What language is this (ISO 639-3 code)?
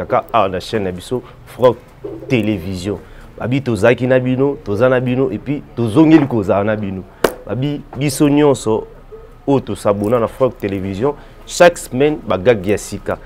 lin